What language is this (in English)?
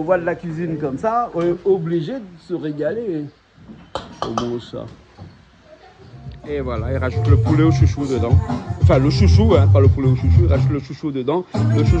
Réunion Creole French